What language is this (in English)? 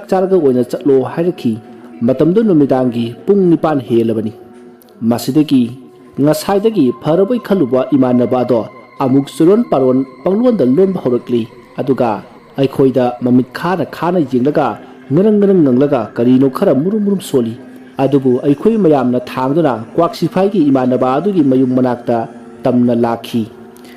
Manipuri